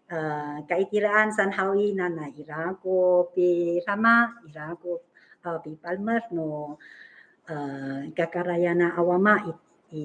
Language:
Amis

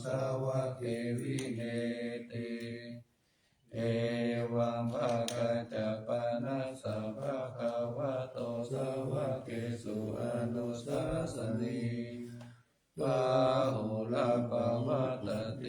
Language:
Pali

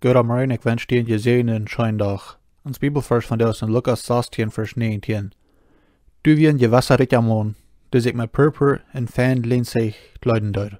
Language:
Plautdietsch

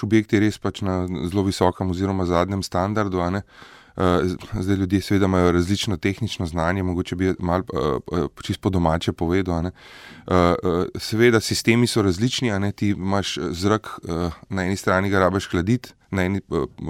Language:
Slovenian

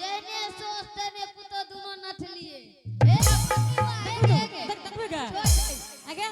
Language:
Angika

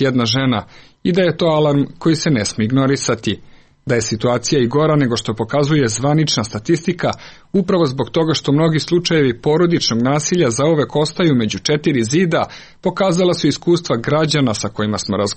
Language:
Serbian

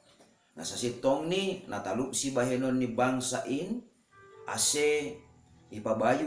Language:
Batak Simalungun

